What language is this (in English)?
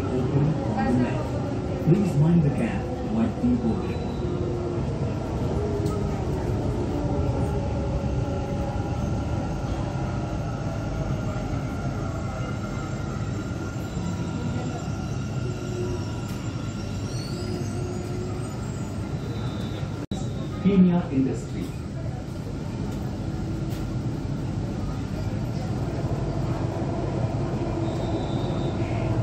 Kannada